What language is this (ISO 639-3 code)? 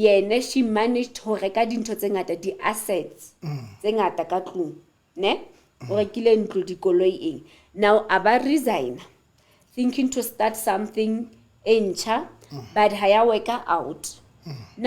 sot